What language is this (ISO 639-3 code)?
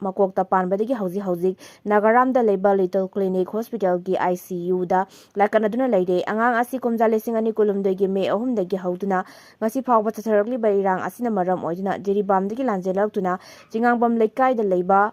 mni